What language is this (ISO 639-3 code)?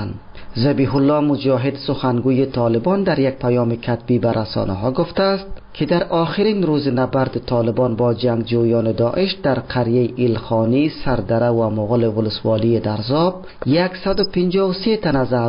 fas